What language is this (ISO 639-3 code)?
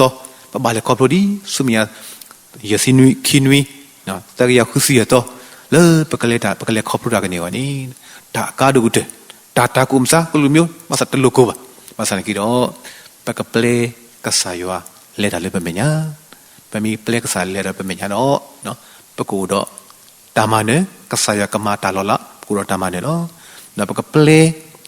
ksw